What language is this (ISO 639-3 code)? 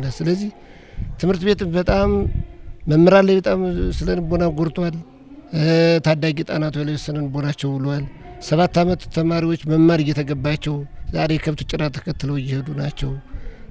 amh